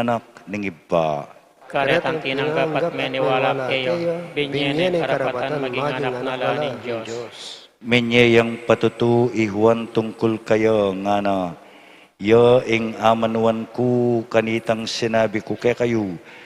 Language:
Pampanga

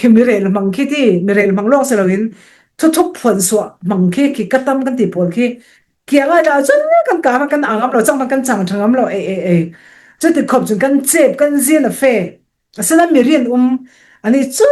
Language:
Falam Chin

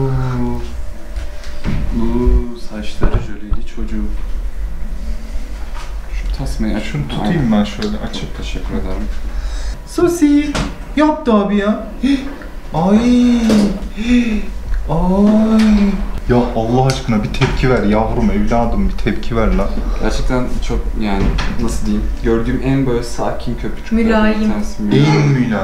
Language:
Turkish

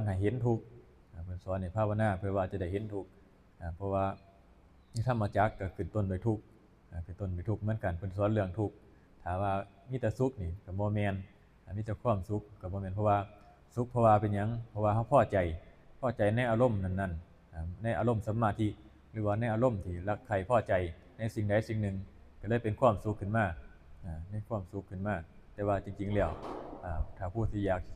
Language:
Northeastern Thai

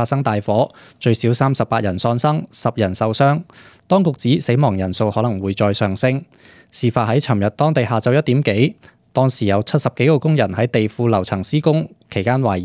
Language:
Cantonese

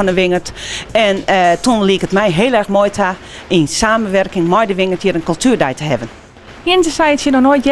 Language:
Western Frisian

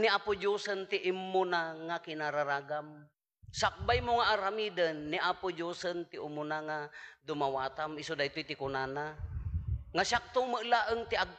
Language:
Iloko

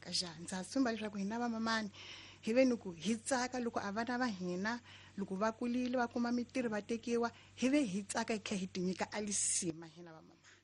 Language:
Tsonga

